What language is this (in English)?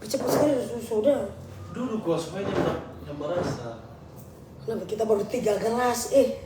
Manado Malay